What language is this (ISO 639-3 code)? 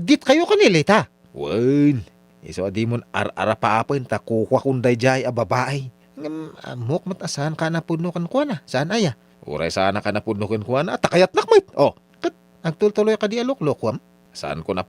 ilo